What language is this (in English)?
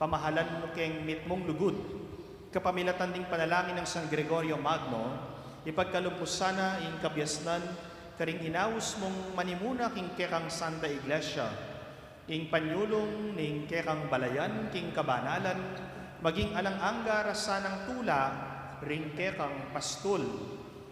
Pampanga